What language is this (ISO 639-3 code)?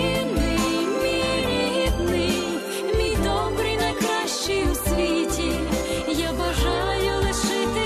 ukr